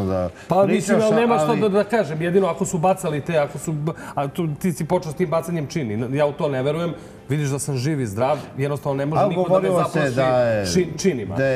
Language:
Serbian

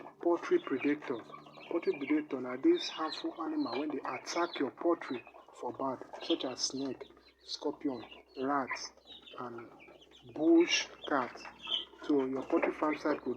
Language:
Nigerian Pidgin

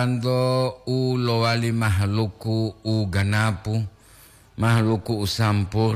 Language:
Gorontalo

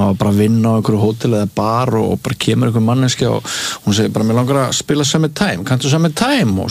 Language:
Icelandic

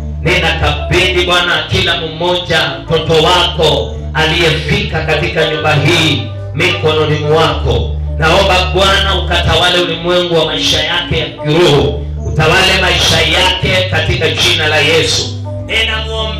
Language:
Swahili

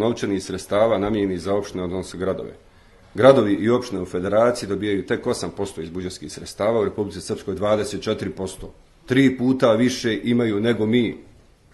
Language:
Bosnian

